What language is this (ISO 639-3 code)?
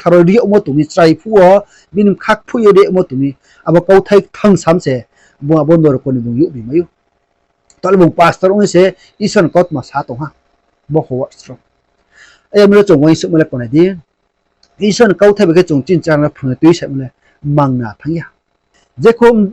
ria